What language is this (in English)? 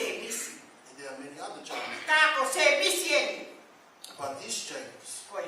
Tongan